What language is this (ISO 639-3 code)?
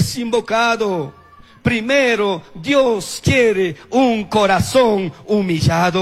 qug